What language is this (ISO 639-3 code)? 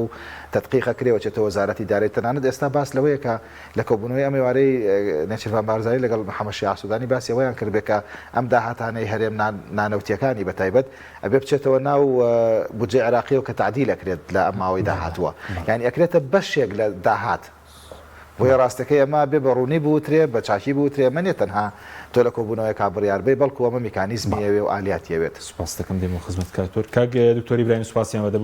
ckb